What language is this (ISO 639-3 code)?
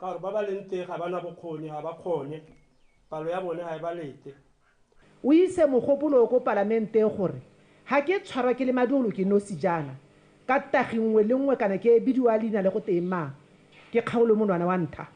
tsn